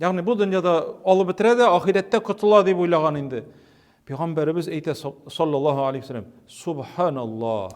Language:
Tatar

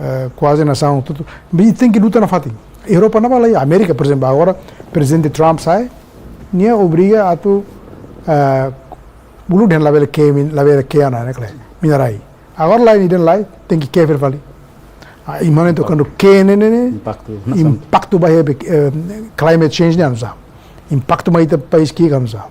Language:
Tetum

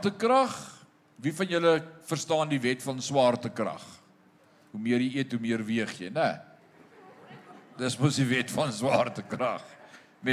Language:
Afrikaans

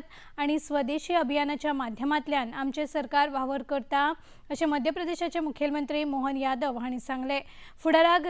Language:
Konkani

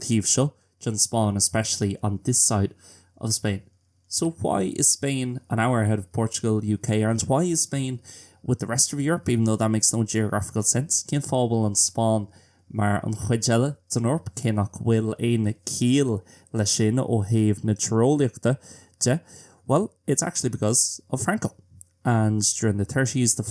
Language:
Irish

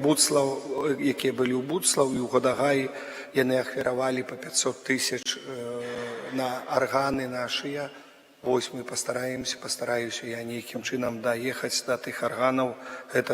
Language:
Belarusian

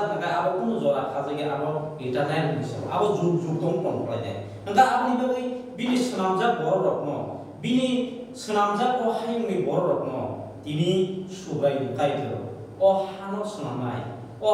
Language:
Kok Borok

